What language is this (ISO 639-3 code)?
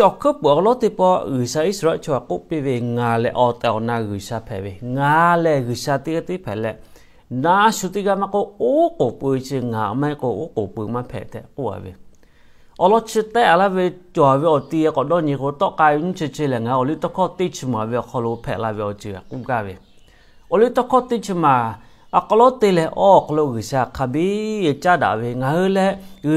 lhu